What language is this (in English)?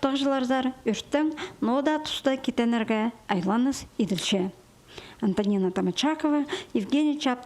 Khakas